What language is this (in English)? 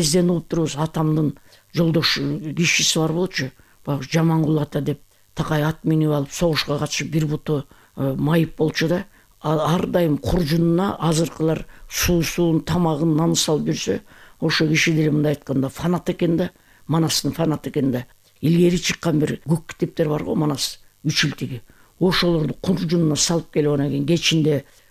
Kyrgyz